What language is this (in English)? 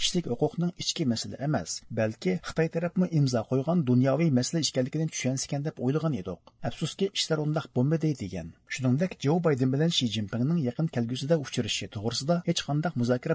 Uyghur